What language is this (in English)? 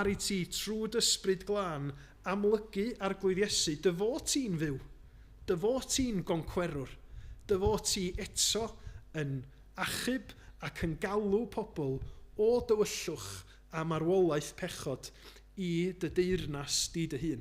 Welsh